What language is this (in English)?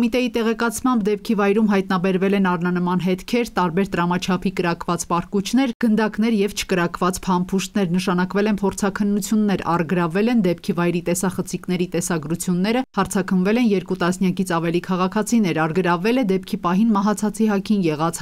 Armenian